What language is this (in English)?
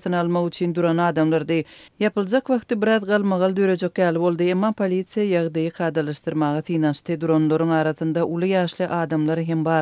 Turkmen